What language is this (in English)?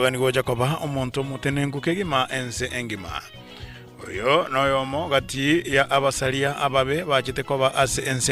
Gusii